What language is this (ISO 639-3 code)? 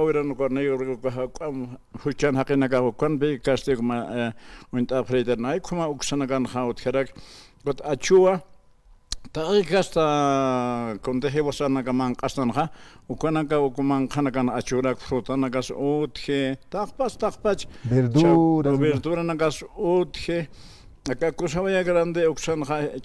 aym